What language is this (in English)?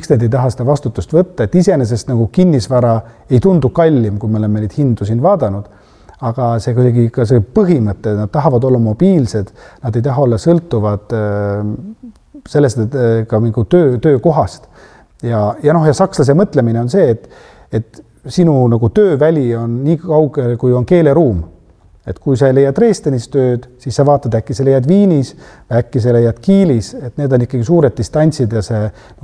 Estonian